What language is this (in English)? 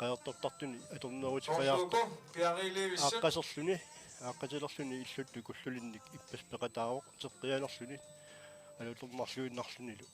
Kalaallisut